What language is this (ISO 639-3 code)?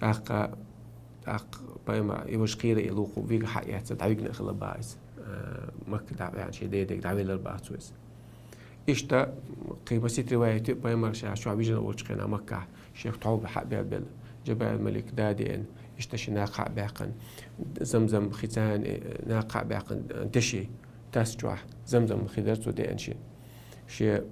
che